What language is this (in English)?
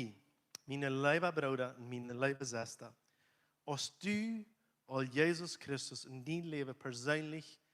Plautdietsch